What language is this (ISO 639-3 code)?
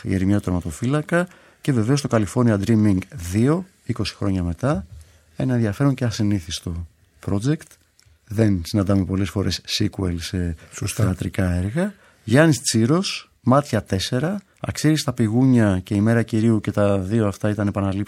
ell